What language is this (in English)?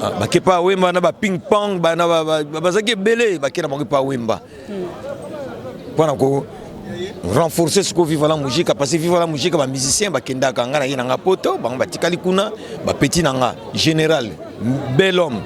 Lingala